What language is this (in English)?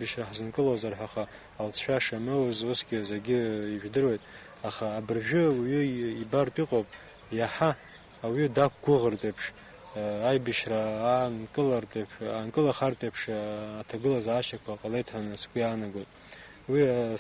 Abkhazian